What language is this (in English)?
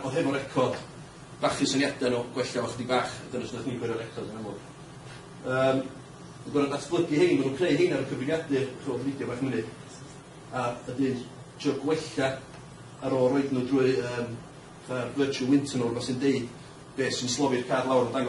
Welsh